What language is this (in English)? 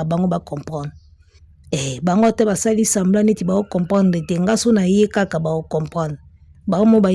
Lingala